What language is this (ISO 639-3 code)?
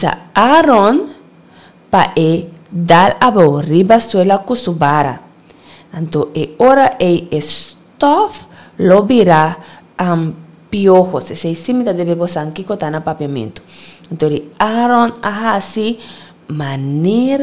pap